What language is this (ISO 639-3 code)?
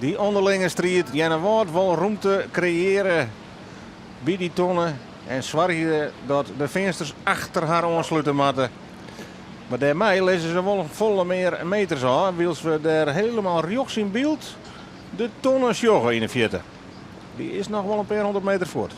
fry